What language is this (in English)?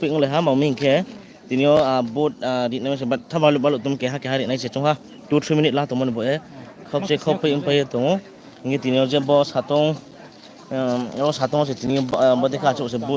Riang (India)